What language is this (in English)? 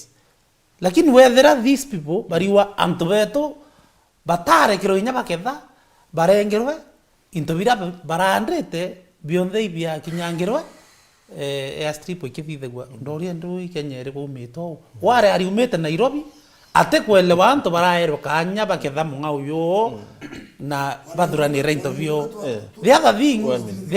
Meru